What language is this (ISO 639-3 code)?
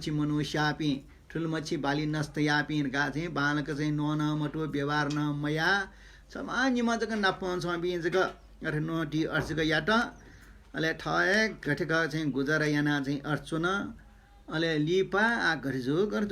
new